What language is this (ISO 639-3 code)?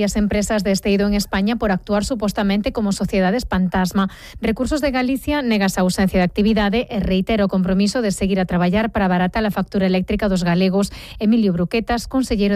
glg